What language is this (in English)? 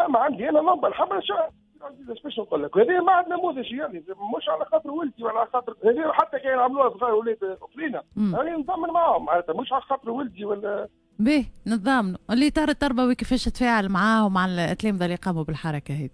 Tunisian Arabic